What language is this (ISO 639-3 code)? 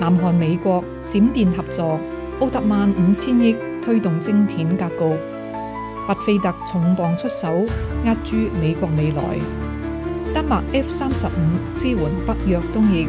yue